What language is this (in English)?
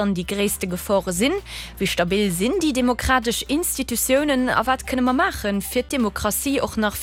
Luxembourgish